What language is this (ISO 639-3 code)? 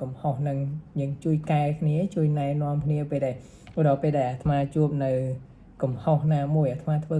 khm